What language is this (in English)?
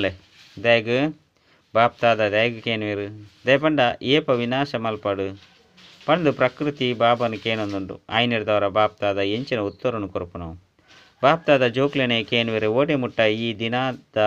Tulu